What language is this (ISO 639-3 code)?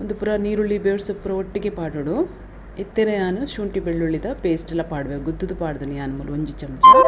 tcy